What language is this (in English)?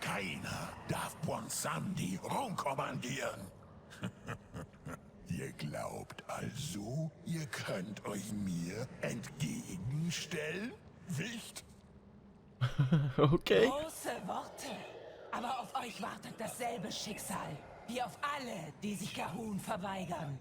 Swiss German